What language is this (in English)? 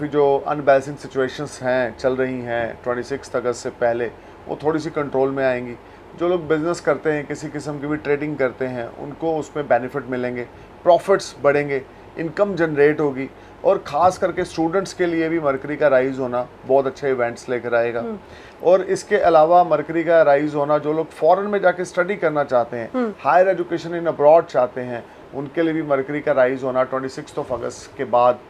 Hindi